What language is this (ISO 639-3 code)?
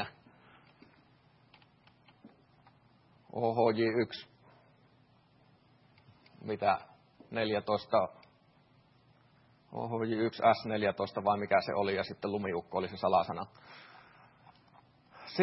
fin